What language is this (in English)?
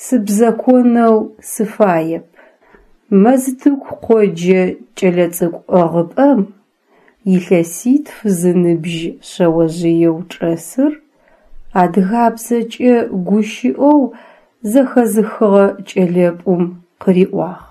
Adyghe